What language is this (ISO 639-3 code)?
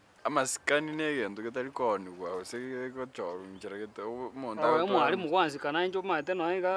guz